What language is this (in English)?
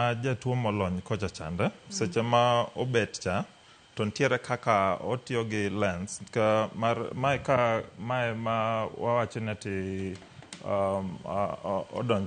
Luo (Kenya and Tanzania)